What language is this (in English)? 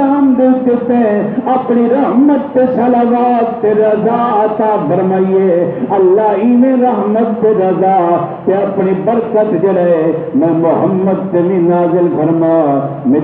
Saraiki